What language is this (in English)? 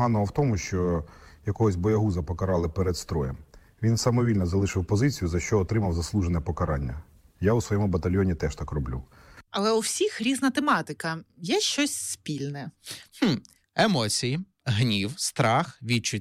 Ukrainian